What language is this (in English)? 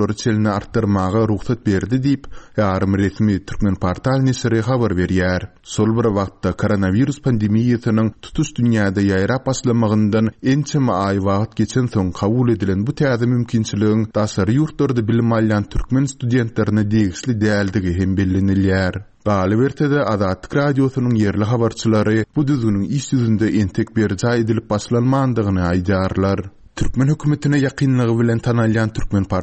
Turkmen